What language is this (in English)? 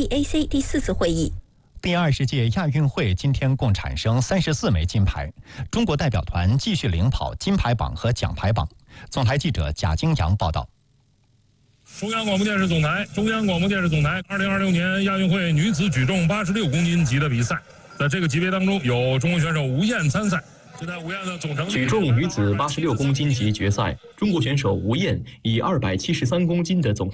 Chinese